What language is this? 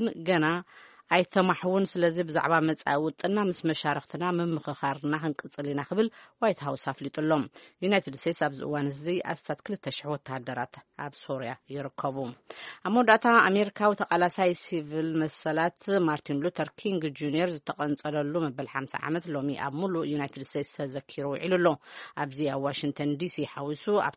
Tigrinya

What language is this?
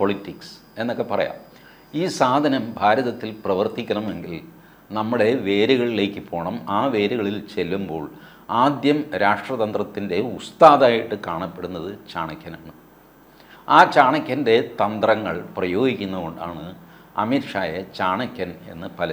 Malayalam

